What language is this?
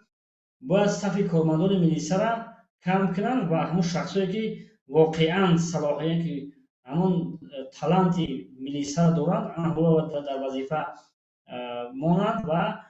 Tajik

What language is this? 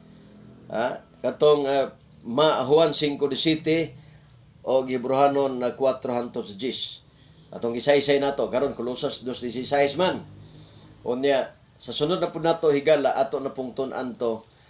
Cebuano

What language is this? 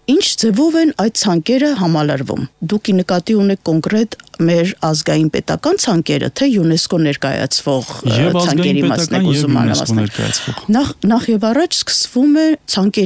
Armenian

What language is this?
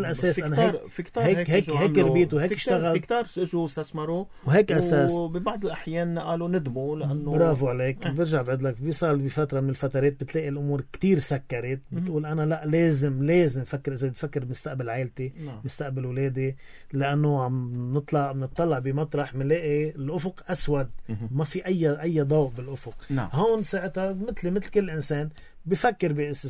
North Levantine Arabic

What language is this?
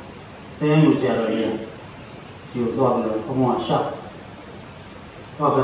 Burmese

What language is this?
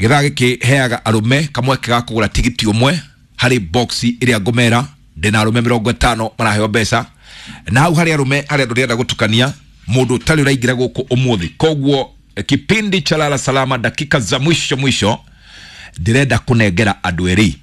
Kikuyu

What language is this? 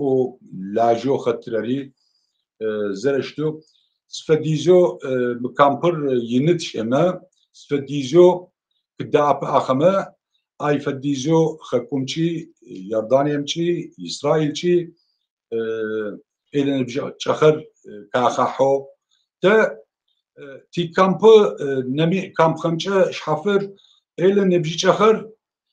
Adyghe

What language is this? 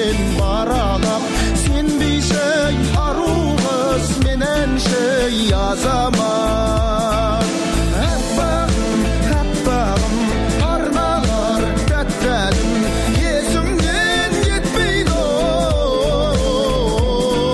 Kazakh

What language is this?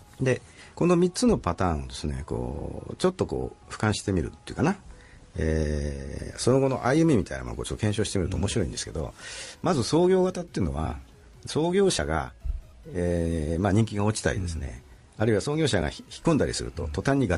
Japanese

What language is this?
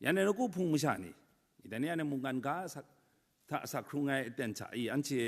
Kachin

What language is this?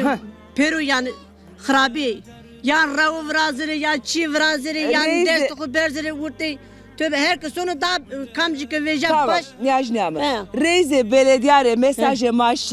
Zaza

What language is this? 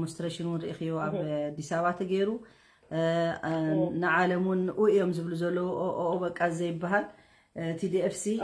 Tigrinya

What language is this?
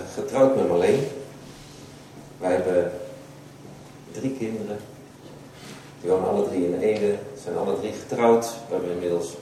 Dutch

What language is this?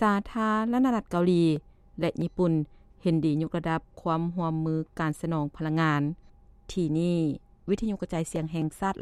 Lao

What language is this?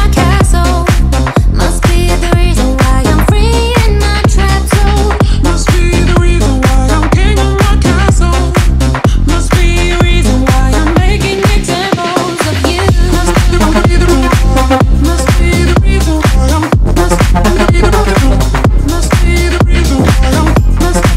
English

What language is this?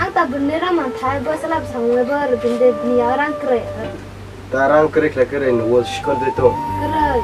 Kok Borok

